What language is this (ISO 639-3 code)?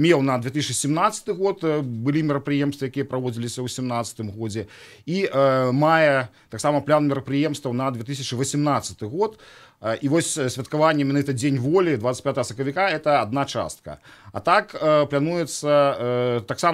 bel